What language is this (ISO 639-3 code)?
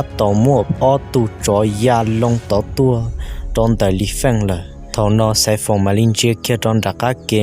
hmn